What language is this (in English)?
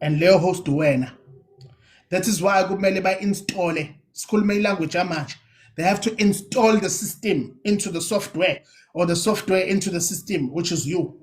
Zulu